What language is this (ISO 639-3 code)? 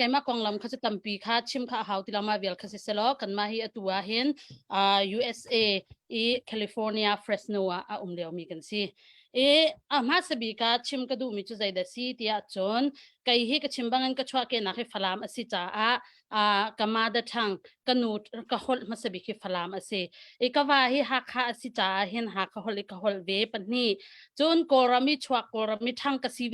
cnh